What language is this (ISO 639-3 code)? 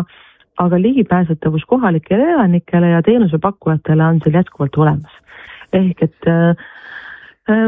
est